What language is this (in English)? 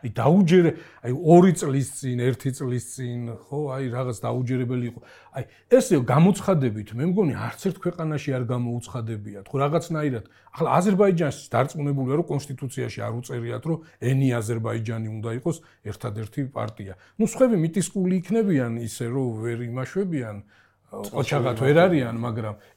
Georgian